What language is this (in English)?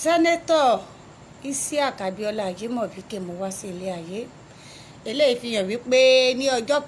Yoruba